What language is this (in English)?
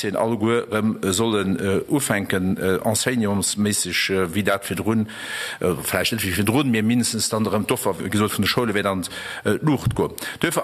Luxembourgish